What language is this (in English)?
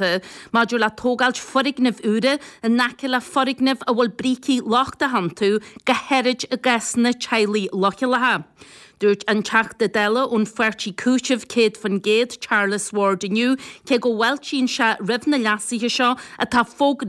Irish